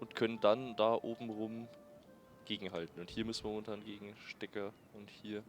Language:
Bavarian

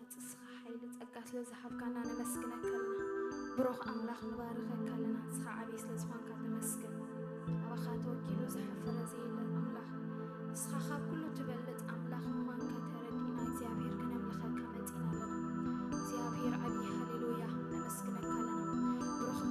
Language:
Tigrinya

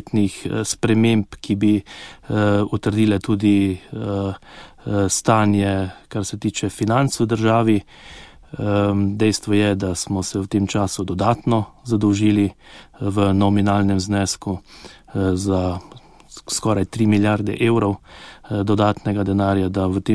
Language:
Slovenian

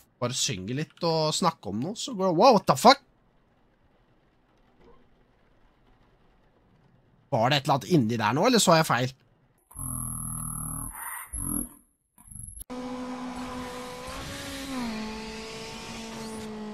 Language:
Norwegian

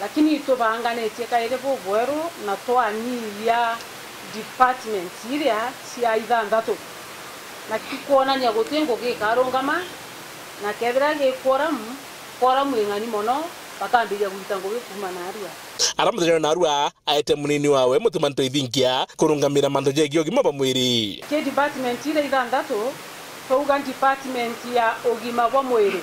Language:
Meru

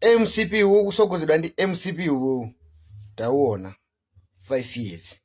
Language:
Nyanja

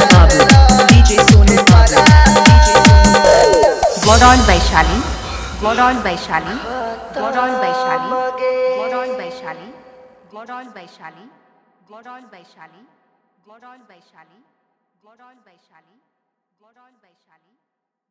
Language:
Bhojpuri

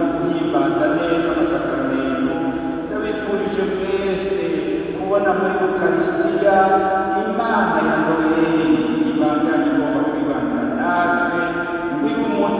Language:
Rundi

